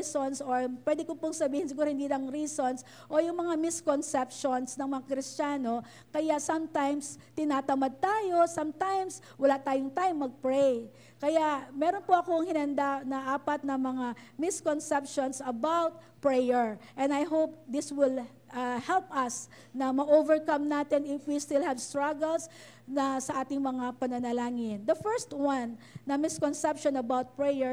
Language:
Filipino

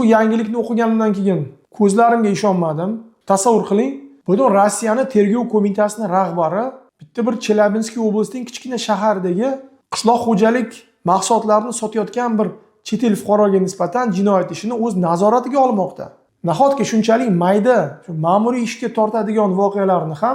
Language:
Uzbek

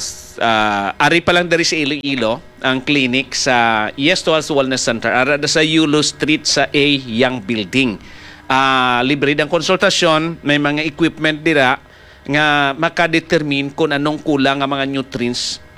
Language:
Hiligaynon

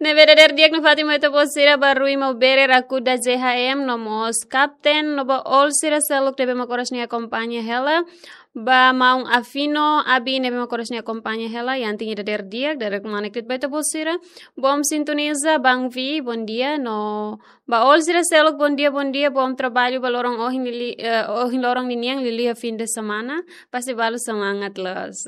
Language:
Tetum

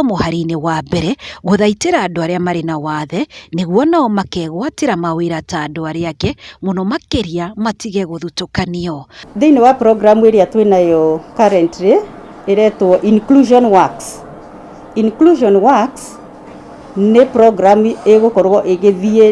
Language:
Kikuyu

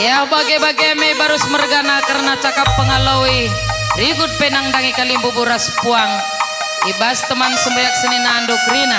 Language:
Batak Karo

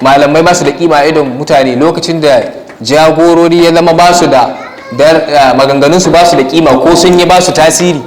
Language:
Hausa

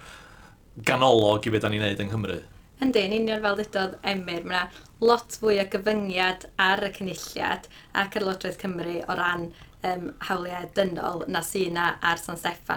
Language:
Welsh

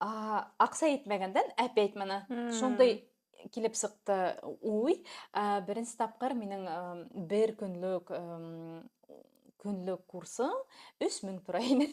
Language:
Bashkir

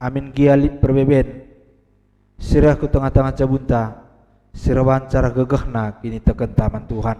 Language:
Batak Karo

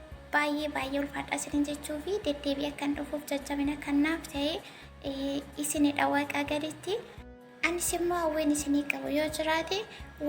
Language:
Oromo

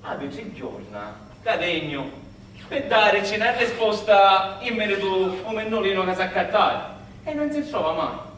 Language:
Sicilian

